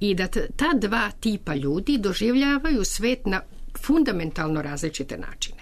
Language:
Serbian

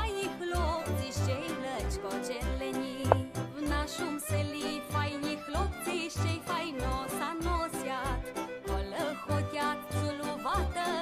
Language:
Rusyn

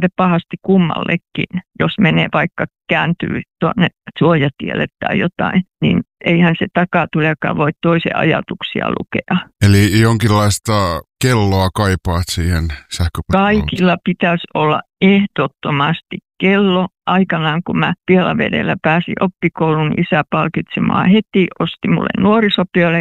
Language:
Finnish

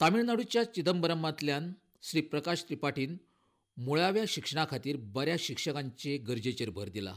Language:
Konkani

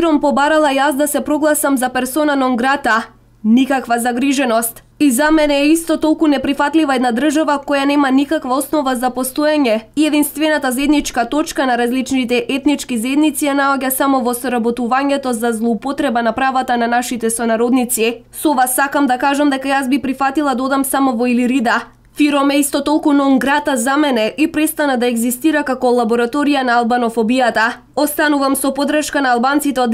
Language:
Macedonian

